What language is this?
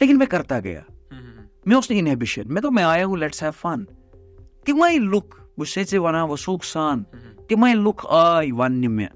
Kashmiri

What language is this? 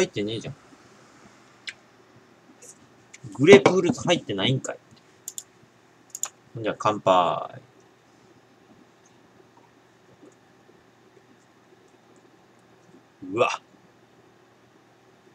Japanese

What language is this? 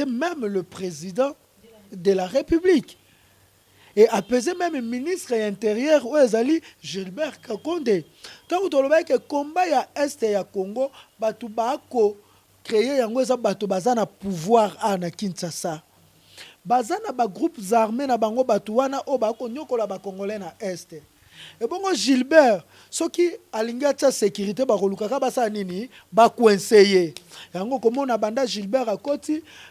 Lingala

